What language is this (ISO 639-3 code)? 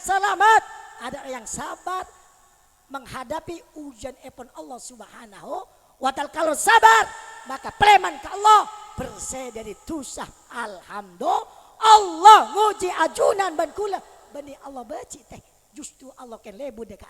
mad